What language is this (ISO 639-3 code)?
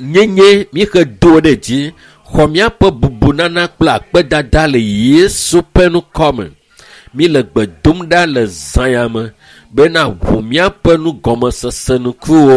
ewe